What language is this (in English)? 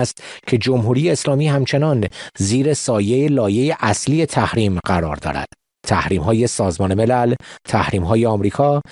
Persian